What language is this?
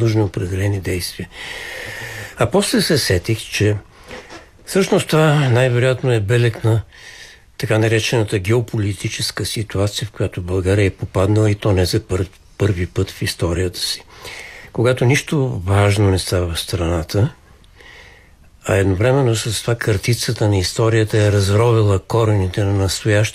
Bulgarian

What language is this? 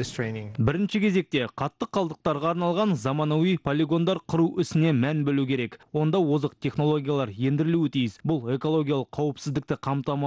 Kazakh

